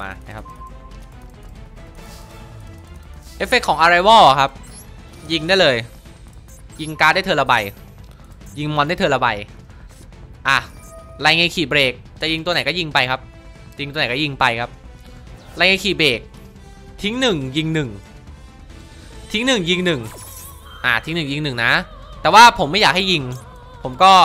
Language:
Thai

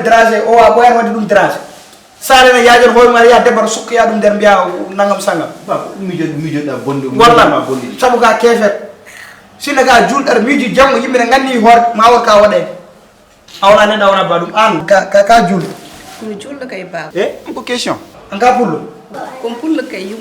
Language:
Fula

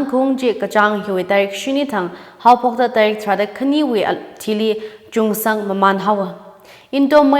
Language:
Tangkhul Naga (India)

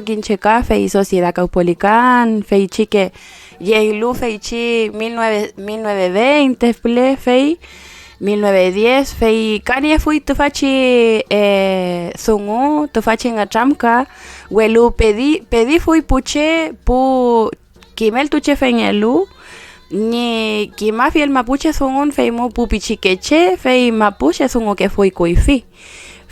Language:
Mapuche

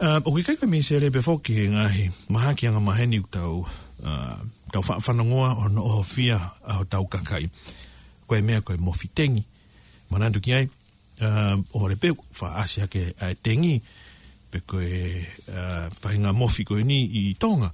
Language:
Tongan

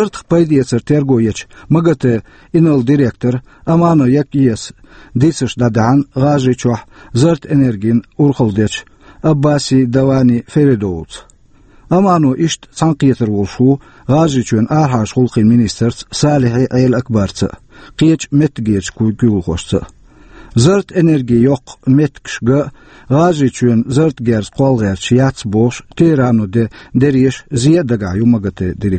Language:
Chechen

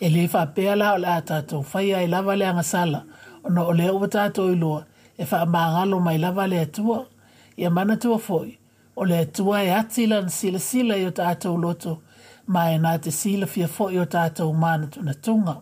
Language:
Samoan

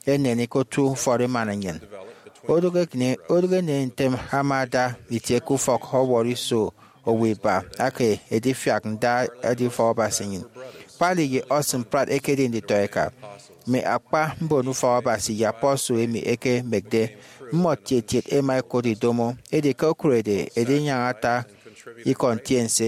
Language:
Efik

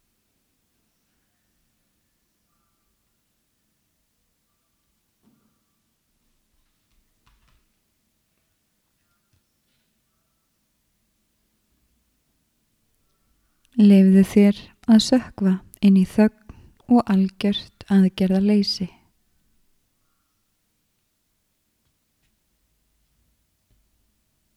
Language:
Icelandic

